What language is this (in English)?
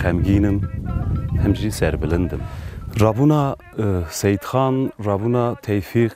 Kurdish